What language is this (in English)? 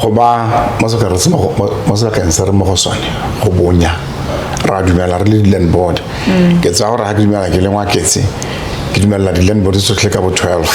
Tswana